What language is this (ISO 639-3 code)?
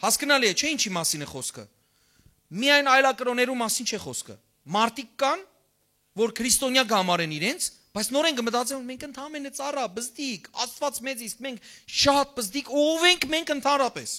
hyw